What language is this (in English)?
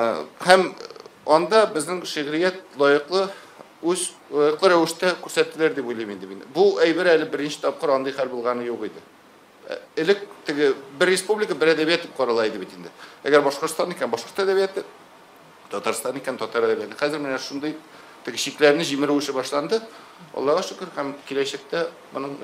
Tatar